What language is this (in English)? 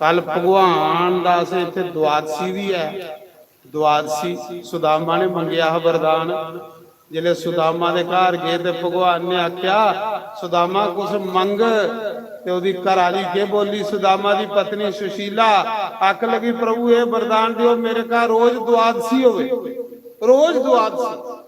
Dogri